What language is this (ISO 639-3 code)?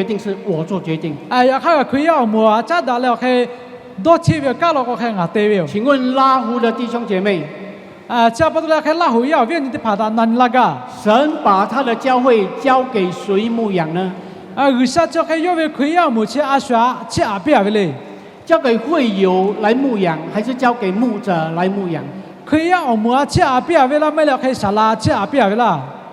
lhu